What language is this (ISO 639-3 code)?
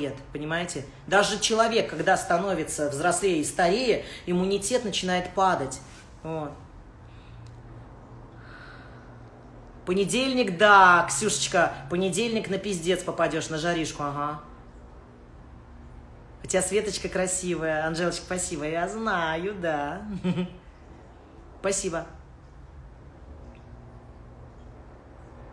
rus